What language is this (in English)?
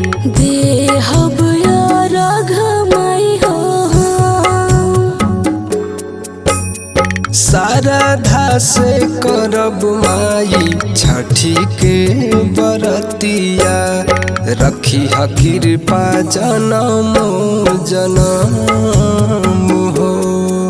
Bhojpuri